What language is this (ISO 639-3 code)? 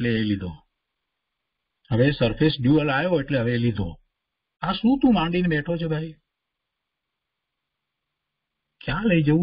guj